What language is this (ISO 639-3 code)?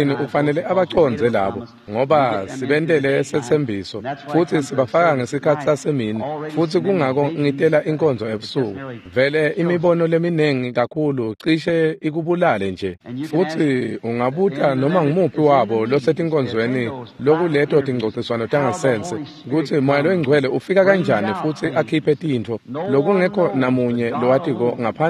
ssw